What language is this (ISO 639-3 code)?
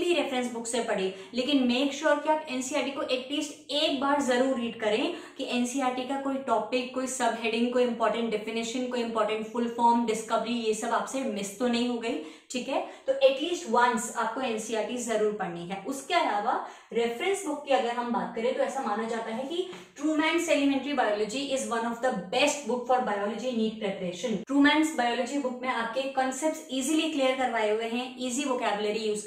hin